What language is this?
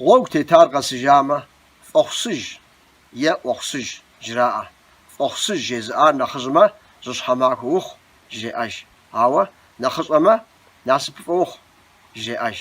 Kabardian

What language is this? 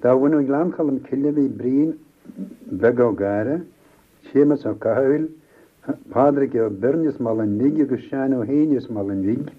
Irish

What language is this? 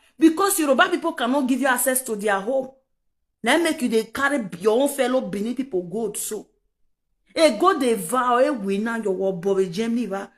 Nigerian Pidgin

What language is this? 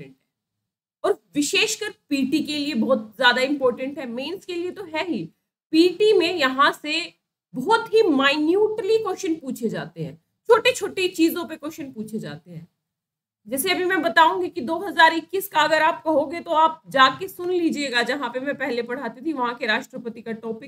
Hindi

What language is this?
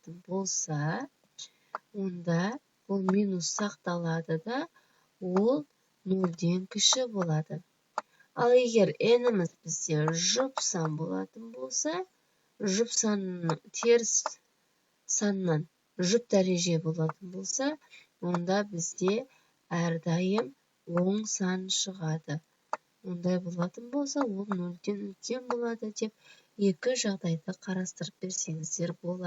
Kazakh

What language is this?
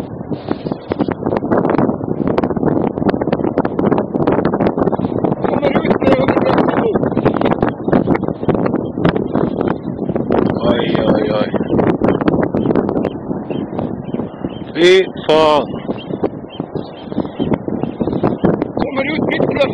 Norwegian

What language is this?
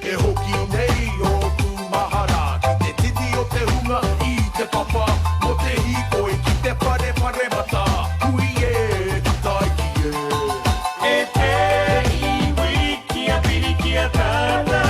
Māori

